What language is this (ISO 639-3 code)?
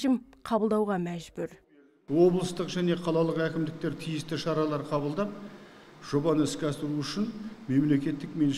kaz